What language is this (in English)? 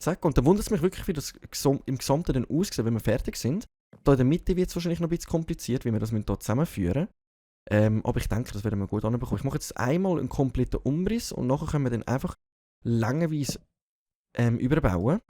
Swiss German